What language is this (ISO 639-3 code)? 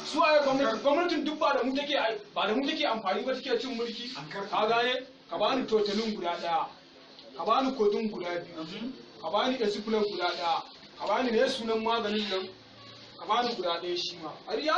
hau